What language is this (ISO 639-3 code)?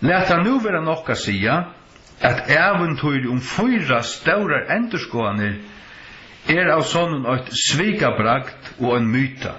fao